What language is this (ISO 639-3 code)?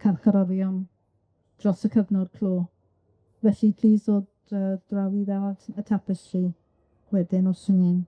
cym